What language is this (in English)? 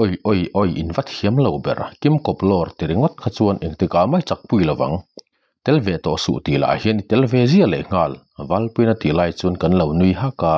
Mizo